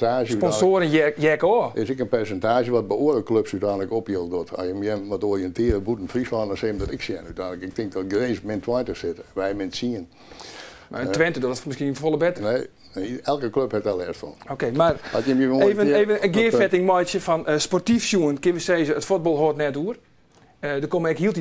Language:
Western Frisian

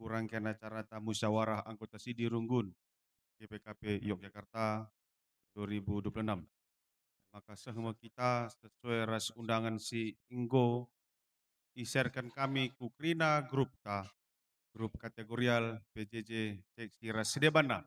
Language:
Batak Karo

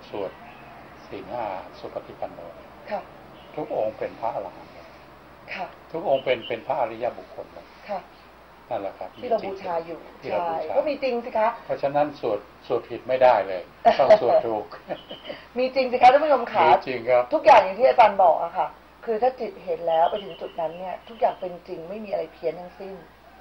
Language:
Thai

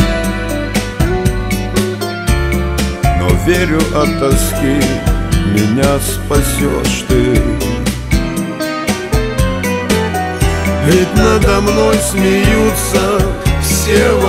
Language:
Russian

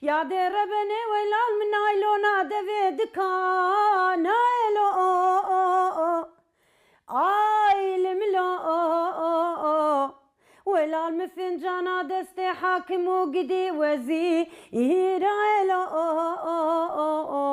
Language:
Kurdish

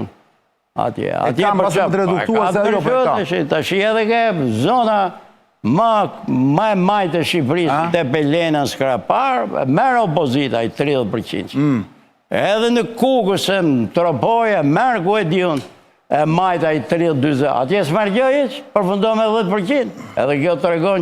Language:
Albanian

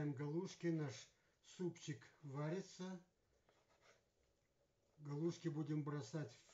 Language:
Russian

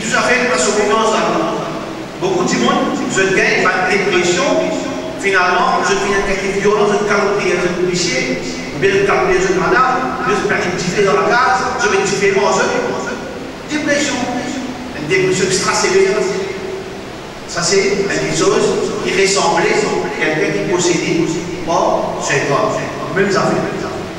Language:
Morisyen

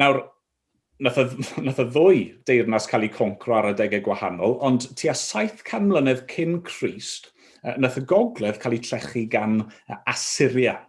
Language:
Welsh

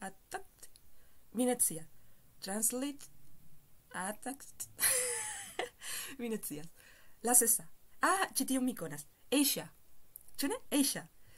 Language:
Esperanto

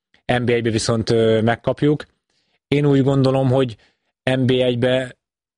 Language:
Hungarian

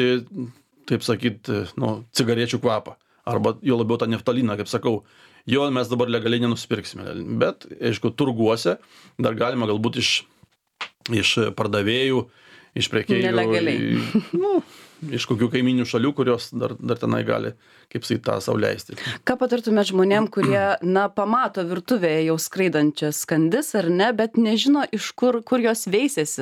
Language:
Lithuanian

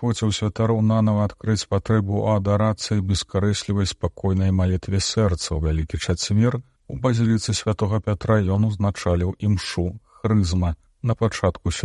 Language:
Belarusian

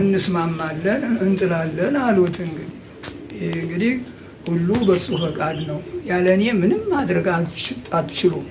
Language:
Amharic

